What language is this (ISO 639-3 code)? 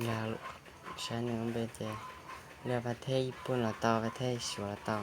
hmn